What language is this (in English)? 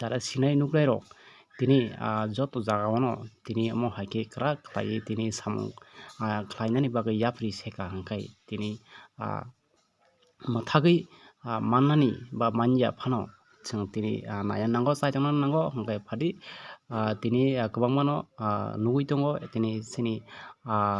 Kok Borok